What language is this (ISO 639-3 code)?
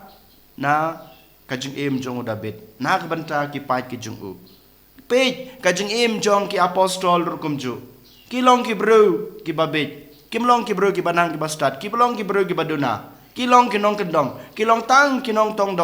kha